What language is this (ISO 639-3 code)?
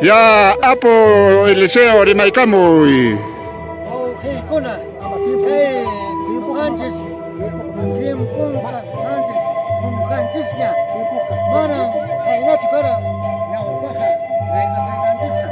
que